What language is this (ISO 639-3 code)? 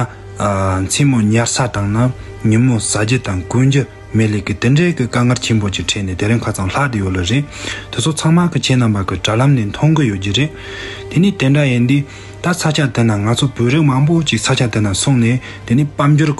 bod